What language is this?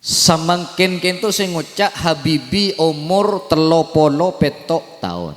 Madurese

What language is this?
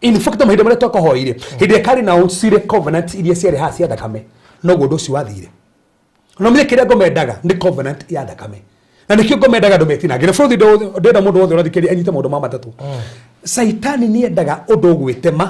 Kikuyu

